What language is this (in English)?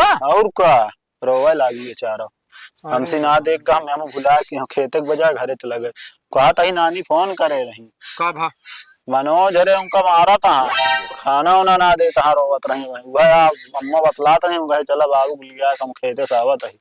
Awadhi